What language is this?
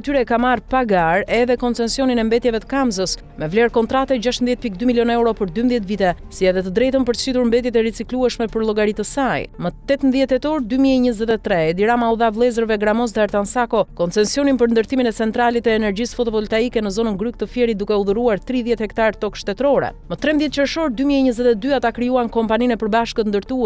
Albanian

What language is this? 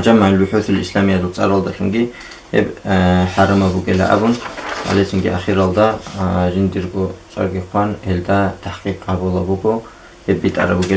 Avaric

